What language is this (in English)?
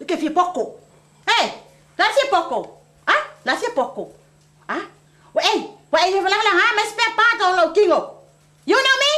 Samoan